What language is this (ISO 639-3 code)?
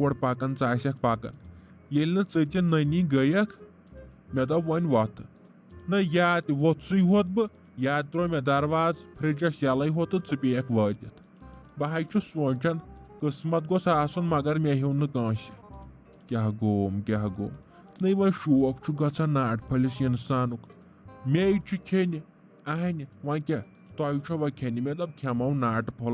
kas